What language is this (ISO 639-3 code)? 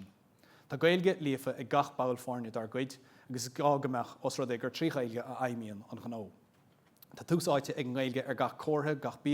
gle